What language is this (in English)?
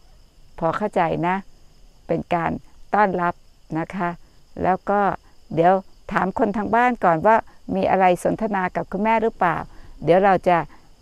Thai